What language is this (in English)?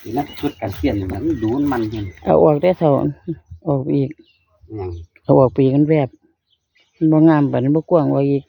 Northeastern Thai